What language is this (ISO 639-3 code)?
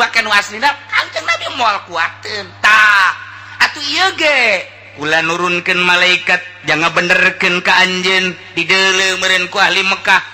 sun